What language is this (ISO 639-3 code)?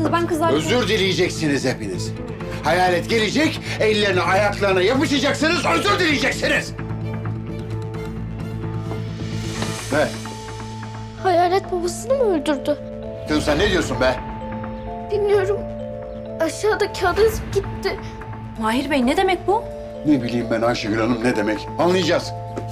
tur